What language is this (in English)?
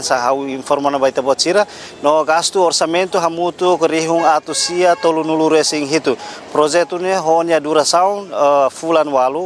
Tetum